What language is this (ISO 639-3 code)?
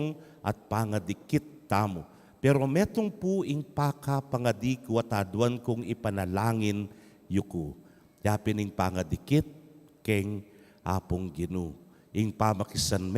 pam